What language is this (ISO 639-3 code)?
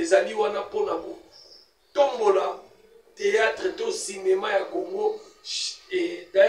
lin